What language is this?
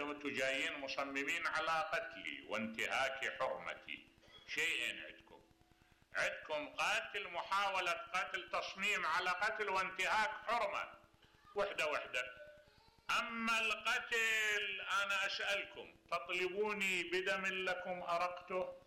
Mesopotamian Arabic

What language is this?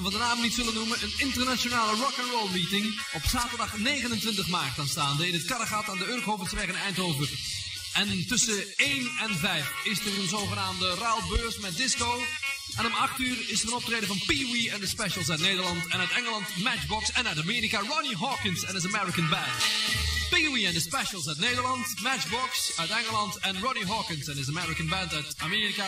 Dutch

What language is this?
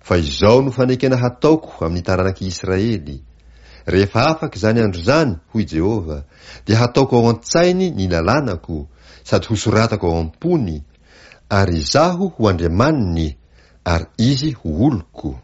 Malagasy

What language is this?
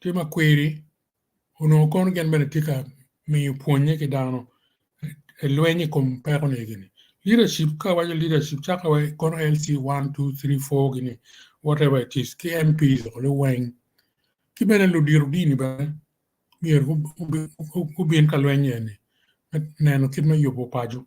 Acoli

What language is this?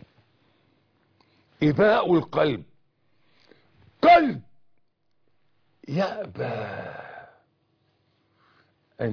Arabic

